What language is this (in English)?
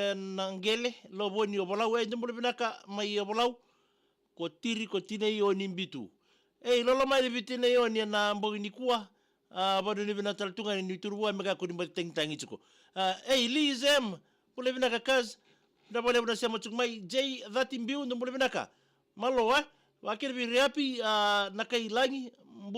Fijian